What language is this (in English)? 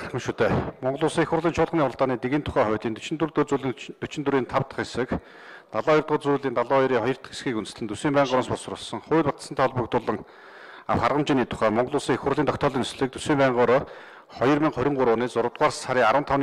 Mongolian